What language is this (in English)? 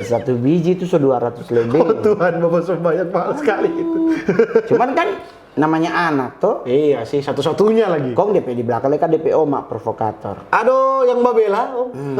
Manado Malay